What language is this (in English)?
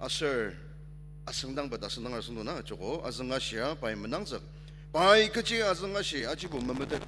Ao Naga